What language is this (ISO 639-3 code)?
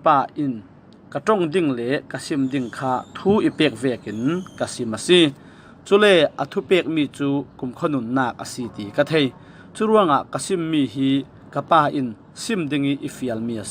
cfm